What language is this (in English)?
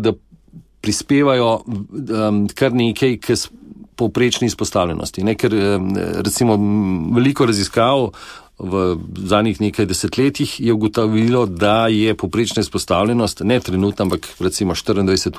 Slovenian